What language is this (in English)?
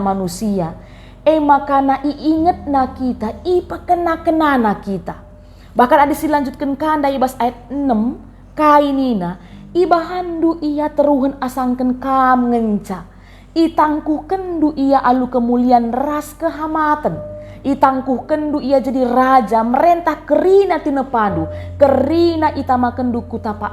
Batak Karo